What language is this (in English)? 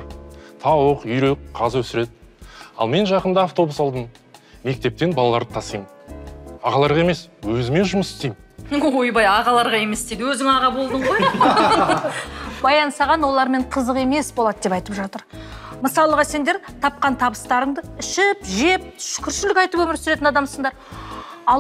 Kazakh